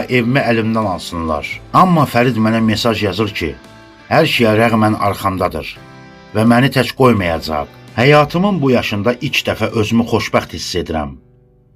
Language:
Azerbaijani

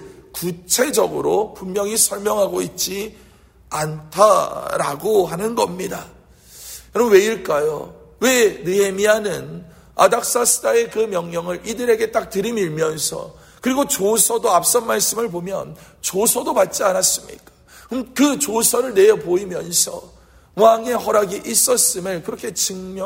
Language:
Korean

